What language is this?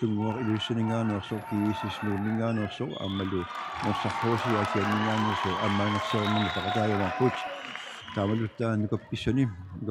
Kalaallisut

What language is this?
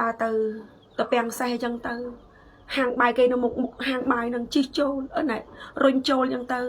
Khmer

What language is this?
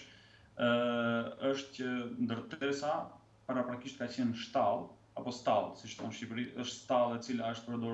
Albanian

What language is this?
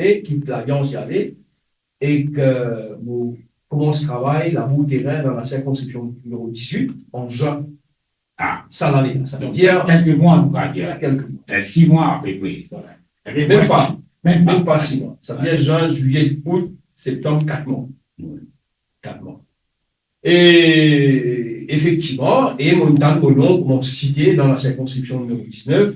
Morisyen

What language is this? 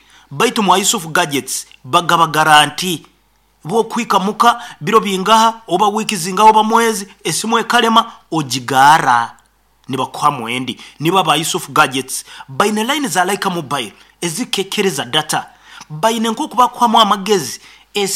Nyoro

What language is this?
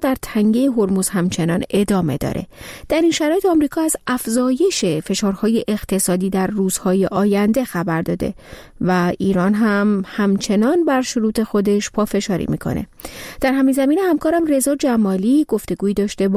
Persian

